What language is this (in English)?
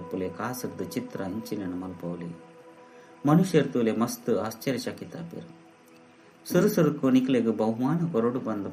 Tulu